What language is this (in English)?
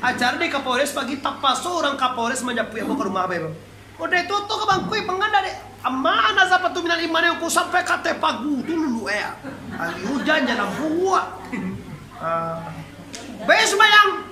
Minangkabau